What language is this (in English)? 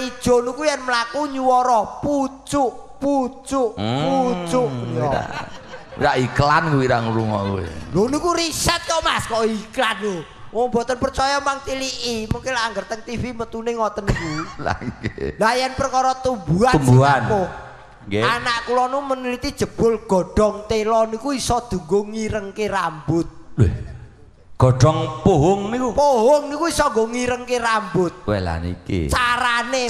Javanese